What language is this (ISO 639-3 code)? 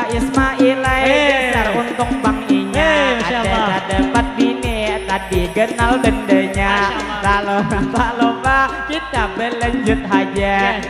bjn